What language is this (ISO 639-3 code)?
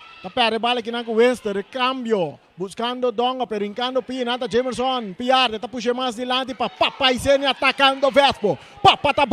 pap